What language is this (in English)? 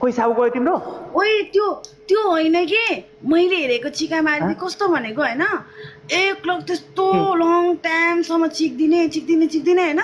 Nepali